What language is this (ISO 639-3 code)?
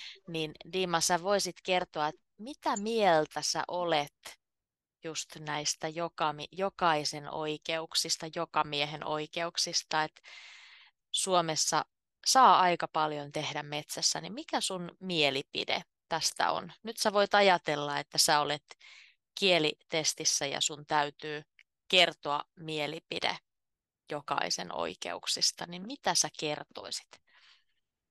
fin